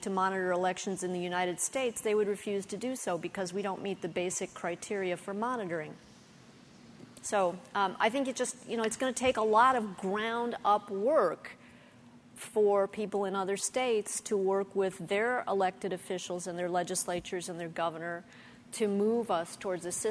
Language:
English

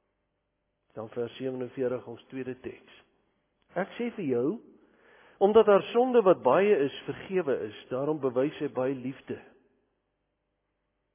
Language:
Afrikaans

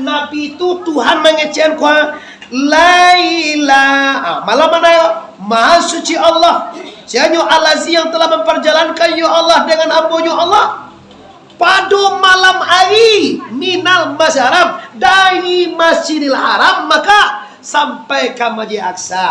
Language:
Minangkabau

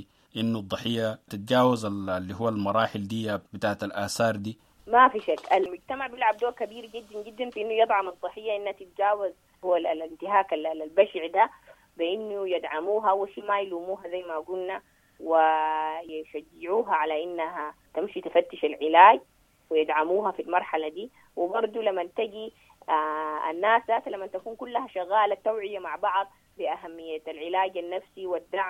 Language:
Sudanese Arabic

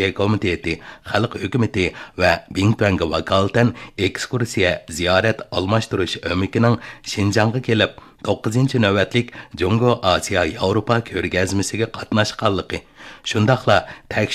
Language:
Uyghur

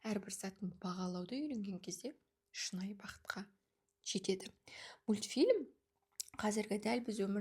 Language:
Kazakh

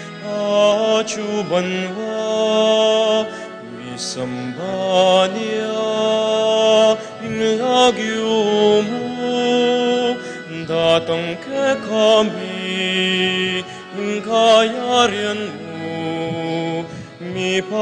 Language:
Pampanga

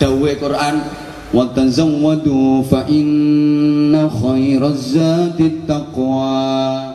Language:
Javanese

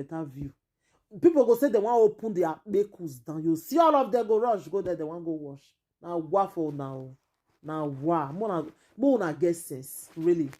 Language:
Nigerian Pidgin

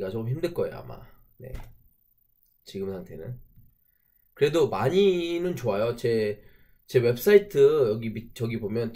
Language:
Korean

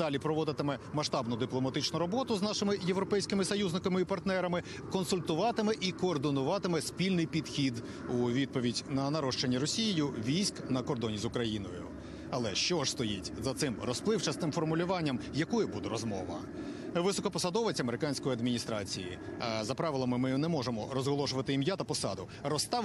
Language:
Ukrainian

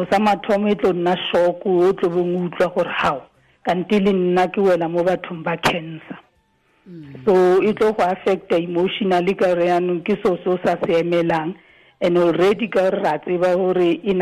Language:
Tswana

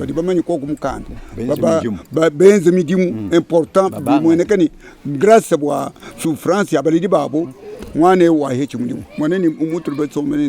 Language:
Luba-Lulua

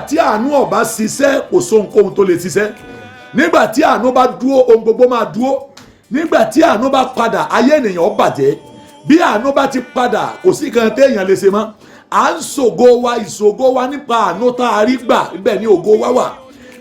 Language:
Yoruba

